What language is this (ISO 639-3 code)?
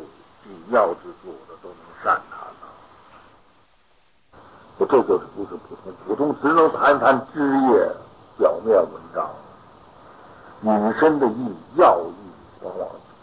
zho